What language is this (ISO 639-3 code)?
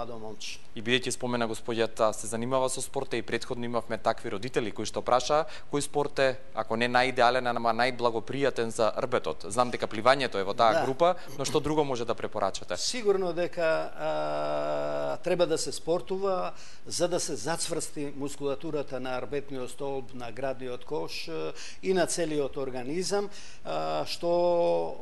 mkd